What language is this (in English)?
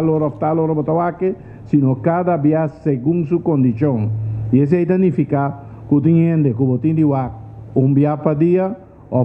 Papiamento